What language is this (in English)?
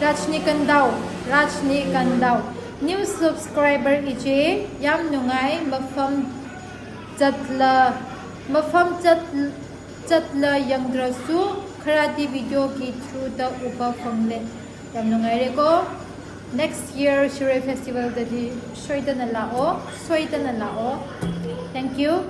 Tangkhul Naga (India)